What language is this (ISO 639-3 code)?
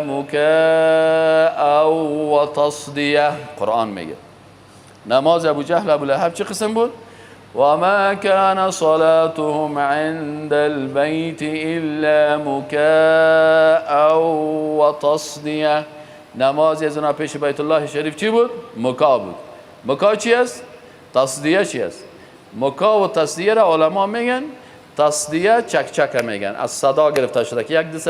fas